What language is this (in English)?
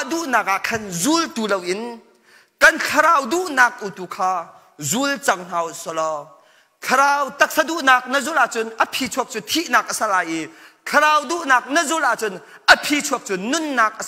Hakha Chin